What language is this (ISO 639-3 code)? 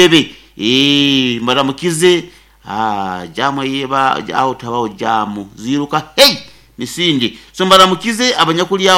nyo